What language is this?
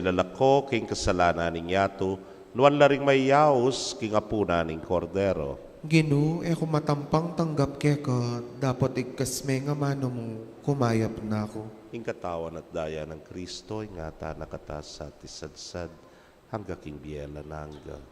Pampanga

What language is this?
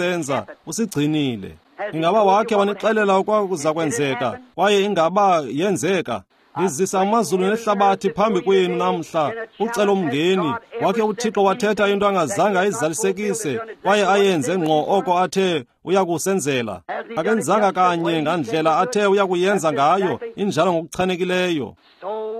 Xhosa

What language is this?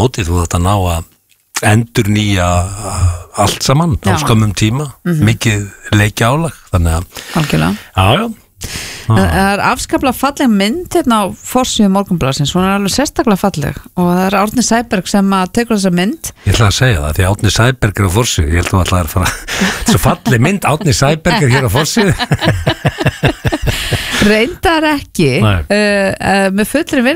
Icelandic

